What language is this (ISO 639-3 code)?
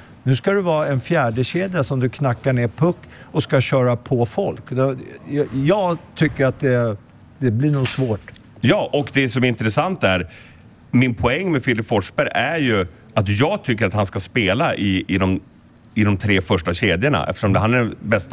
swe